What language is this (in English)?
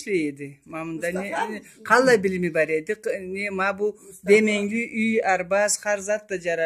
Karachay-Balkar